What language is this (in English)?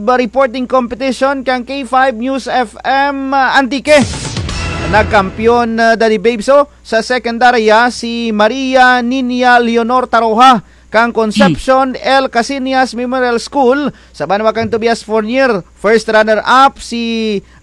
Kinaray-a